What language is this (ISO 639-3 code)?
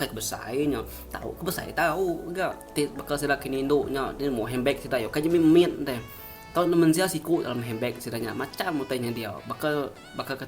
iba